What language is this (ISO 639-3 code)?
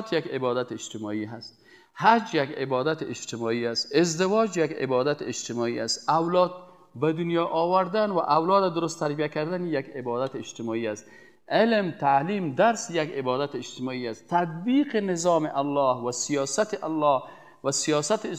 fas